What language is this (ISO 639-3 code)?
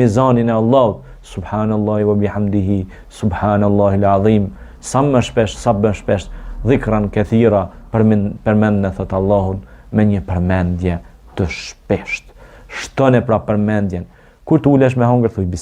sqi